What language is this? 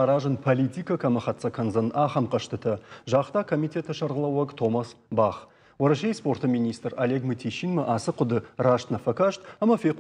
Ossetic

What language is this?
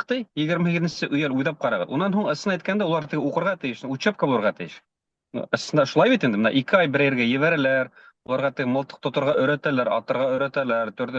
Bashkir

